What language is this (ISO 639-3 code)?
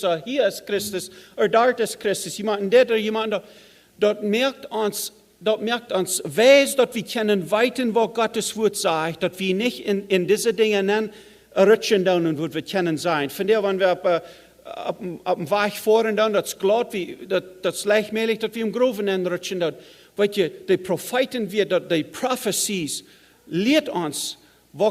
pdt